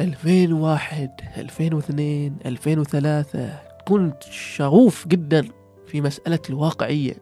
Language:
Gulf Arabic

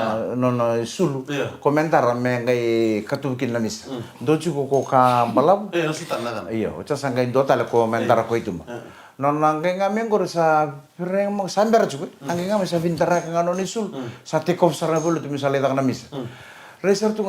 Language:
Fijian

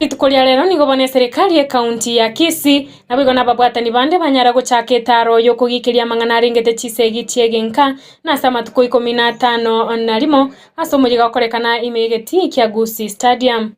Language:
Gusii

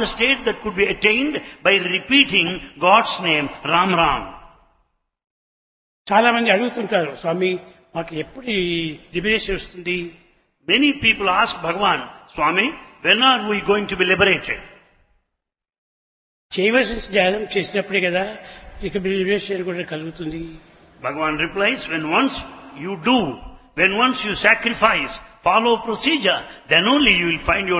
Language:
Telugu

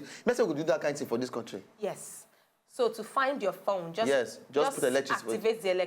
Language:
Nigerian Pidgin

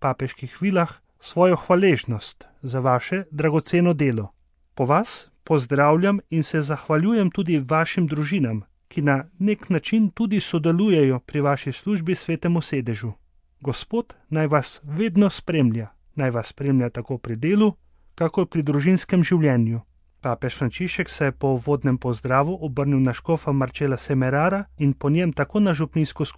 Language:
Slovenian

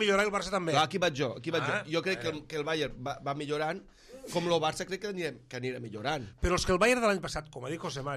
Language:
Catalan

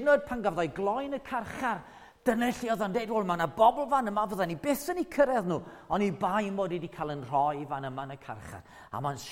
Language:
Welsh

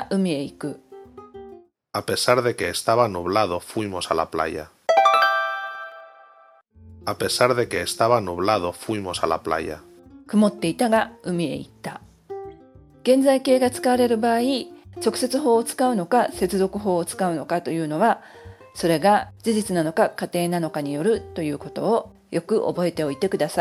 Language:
Japanese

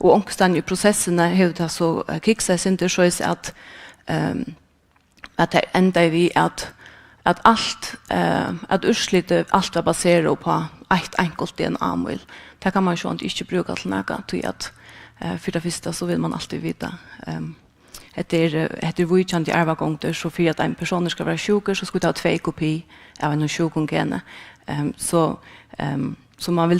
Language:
Faroese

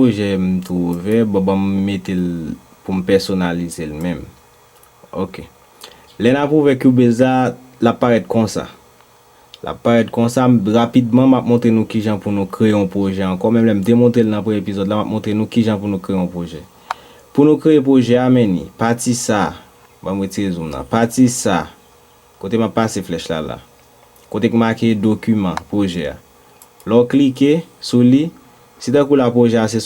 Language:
Haitian Creole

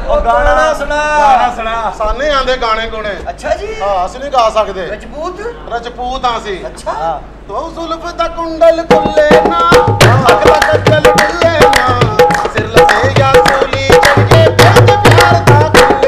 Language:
Punjabi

